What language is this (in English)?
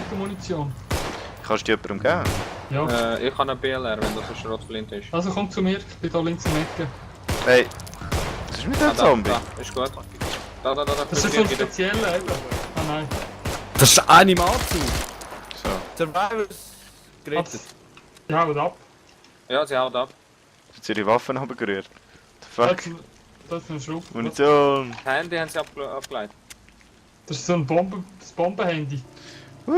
Swiss German